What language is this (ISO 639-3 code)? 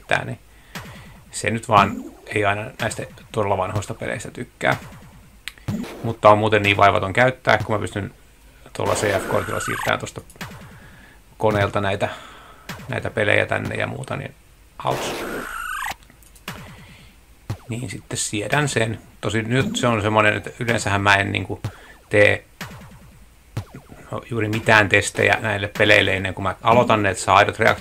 fin